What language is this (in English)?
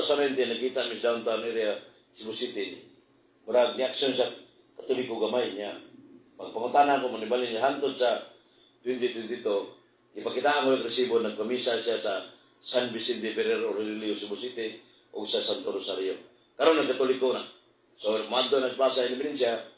Cebuano